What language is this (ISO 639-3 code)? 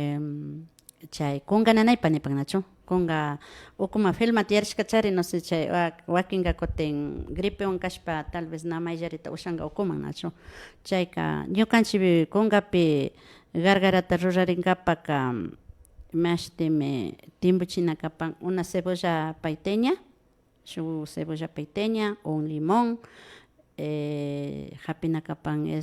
qvi